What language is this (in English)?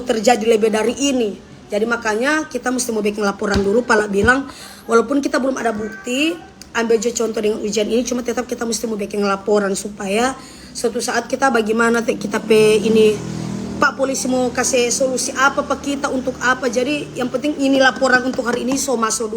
Manado Malay